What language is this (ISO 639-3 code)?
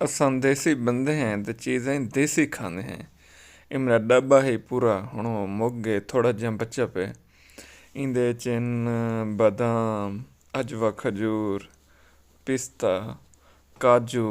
skr